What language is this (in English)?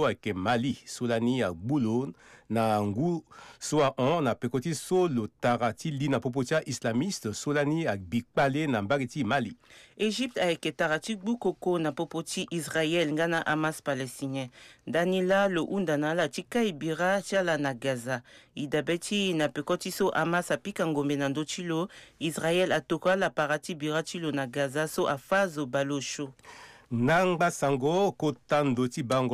Sango